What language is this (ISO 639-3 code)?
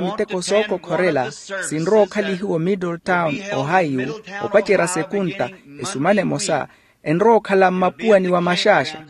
vmw